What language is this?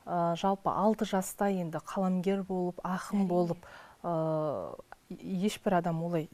Kazakh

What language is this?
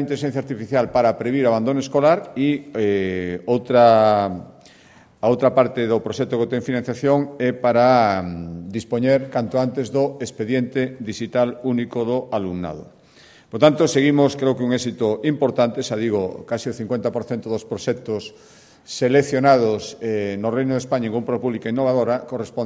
Galician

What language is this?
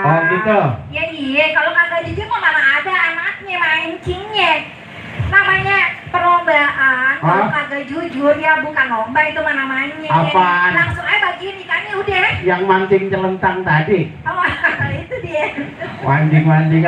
Betawi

